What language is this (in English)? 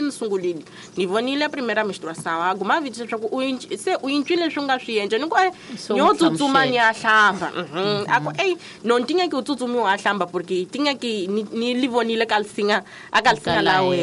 Tsonga